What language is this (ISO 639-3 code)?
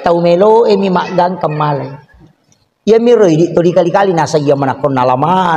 bug